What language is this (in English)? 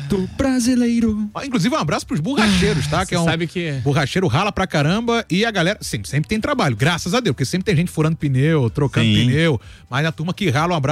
Portuguese